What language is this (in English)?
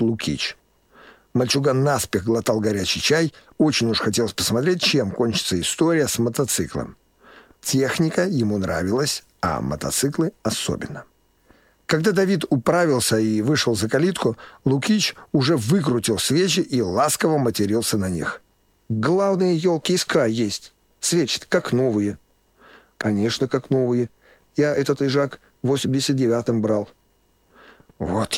Russian